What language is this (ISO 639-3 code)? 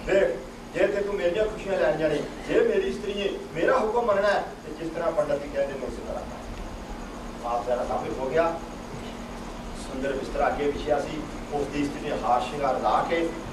pan